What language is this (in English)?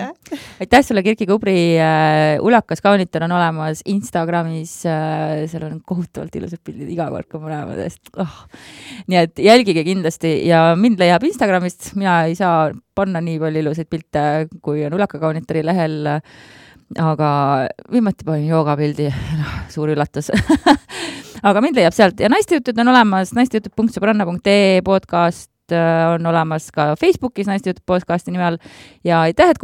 Estonian